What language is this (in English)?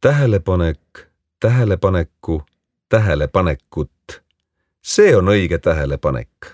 Estonian